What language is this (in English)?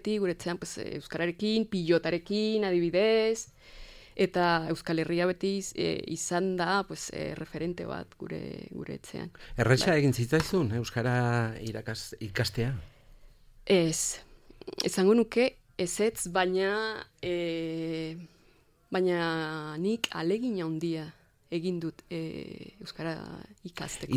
Basque